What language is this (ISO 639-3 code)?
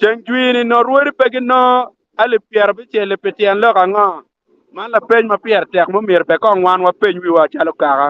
ach